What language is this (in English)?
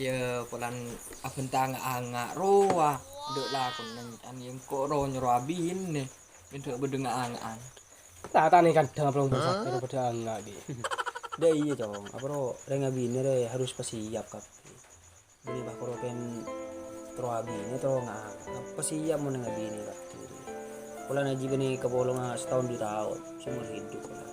Madurese